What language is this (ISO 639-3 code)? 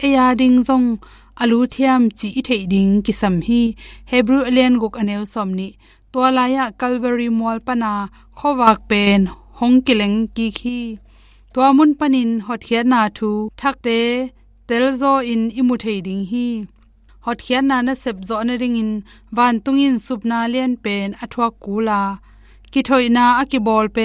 ctd